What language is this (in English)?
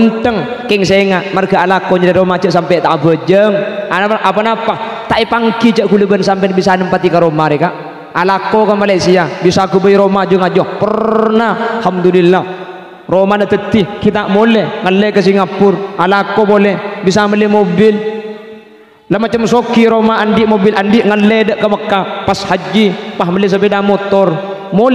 Madurese